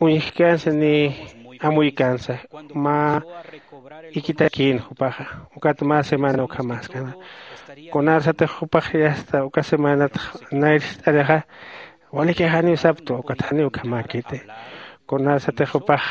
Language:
Aymara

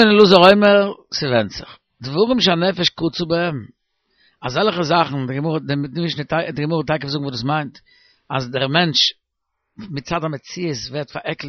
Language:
Yiddish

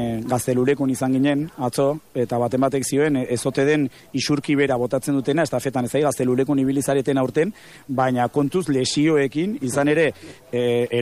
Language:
Basque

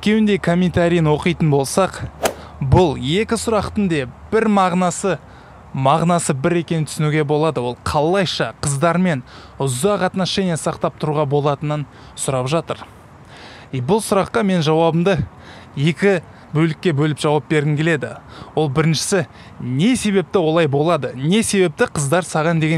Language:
Kazakh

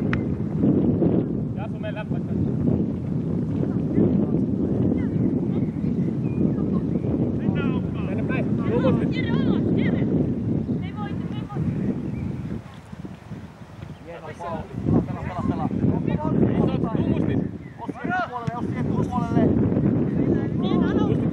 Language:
Finnish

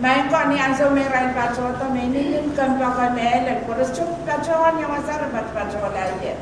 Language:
Pohnpeian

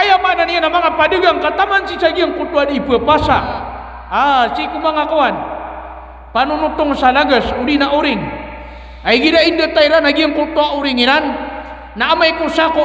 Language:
Maranao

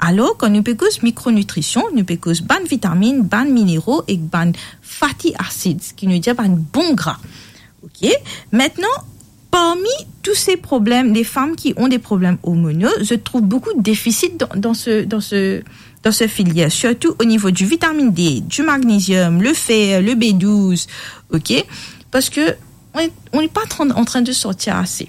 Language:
Morisyen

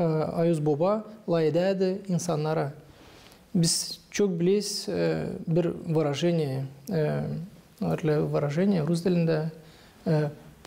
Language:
Gagauz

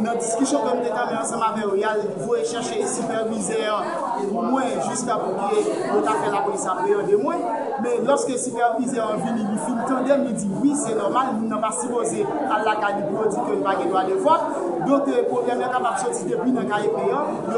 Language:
Haitian Creole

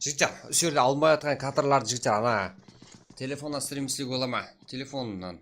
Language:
Kara-Kalpak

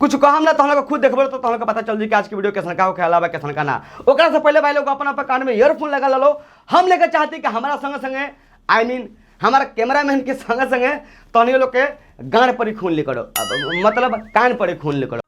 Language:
Bhojpuri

